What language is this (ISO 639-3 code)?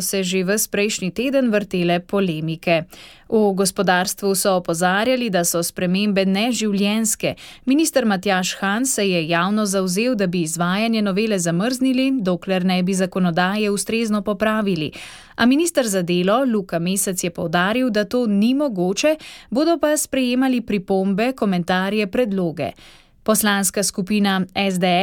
slv